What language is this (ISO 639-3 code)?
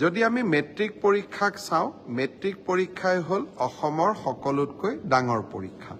asm